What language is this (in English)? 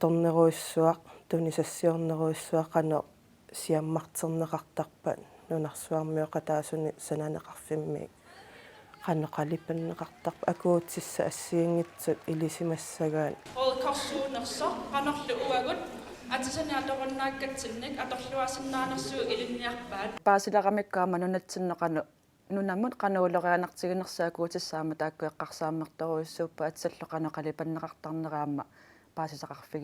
Kalaallisut